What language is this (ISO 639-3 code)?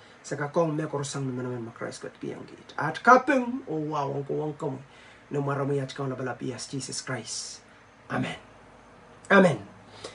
pon